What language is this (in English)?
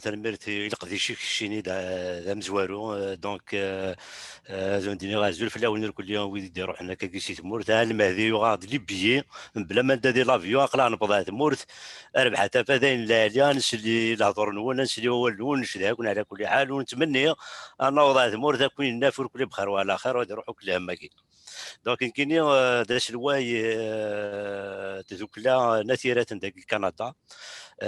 Kabyle